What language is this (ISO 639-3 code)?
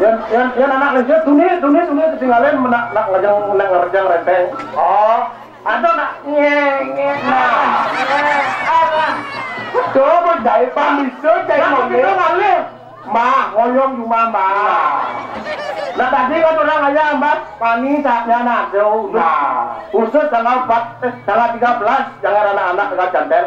ban